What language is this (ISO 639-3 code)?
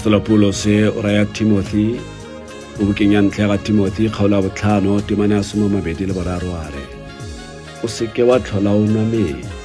tsn